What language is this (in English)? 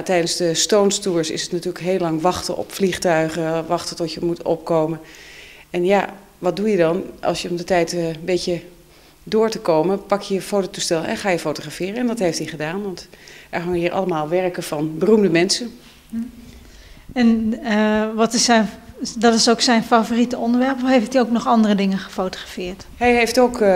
Dutch